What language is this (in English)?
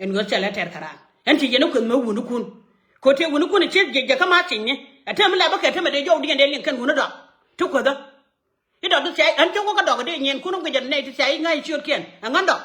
Nuer